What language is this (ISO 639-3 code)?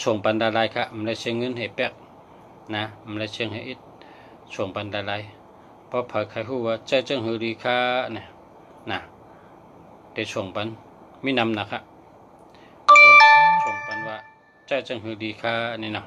shn